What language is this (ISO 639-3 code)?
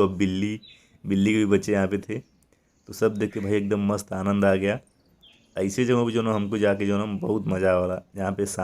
bho